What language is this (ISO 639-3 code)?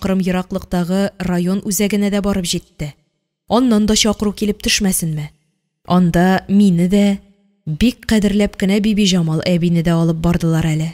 tat